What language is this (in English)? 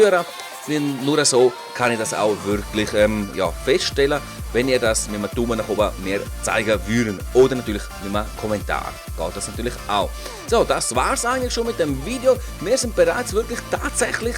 Swiss German